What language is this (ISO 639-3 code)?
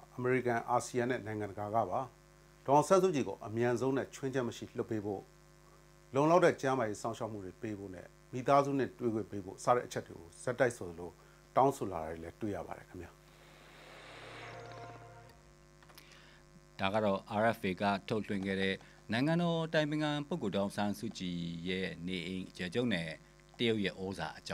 mya